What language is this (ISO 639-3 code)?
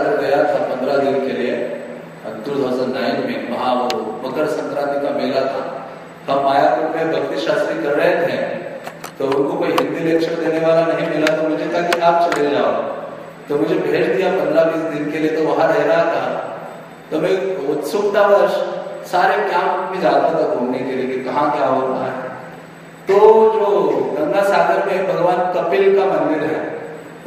hin